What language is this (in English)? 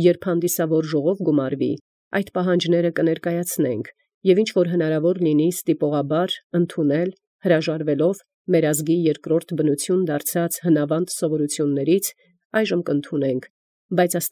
Armenian